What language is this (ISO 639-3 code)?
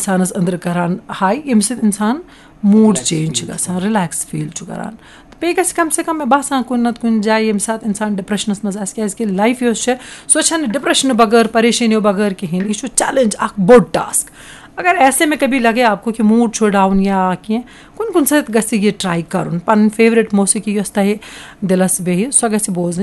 kas